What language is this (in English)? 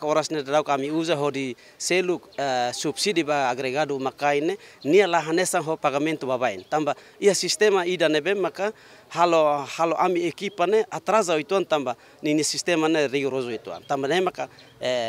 Tetum